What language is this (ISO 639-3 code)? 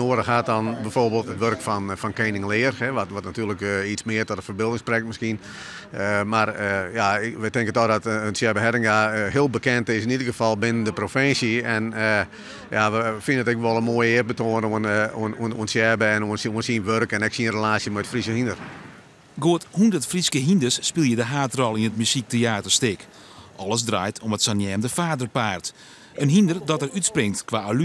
fry